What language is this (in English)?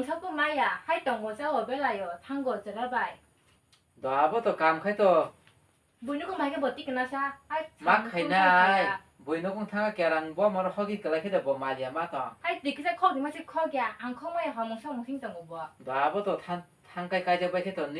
Kok Borok